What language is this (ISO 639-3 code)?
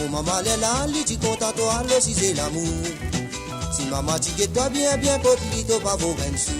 mfe